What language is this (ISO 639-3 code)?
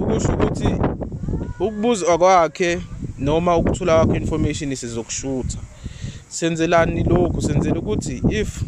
zul